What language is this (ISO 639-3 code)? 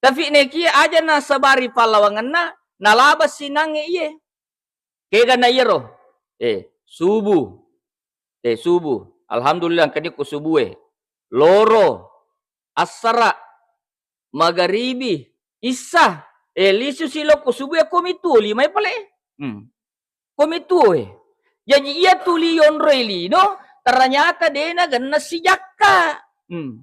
bug